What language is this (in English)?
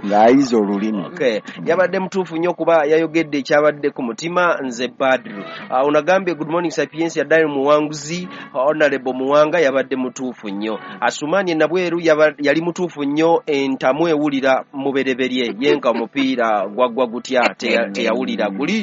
Ganda